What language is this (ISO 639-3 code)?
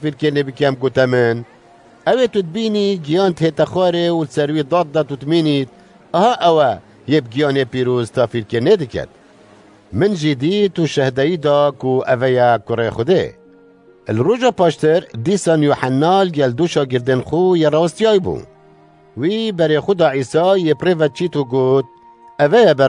kur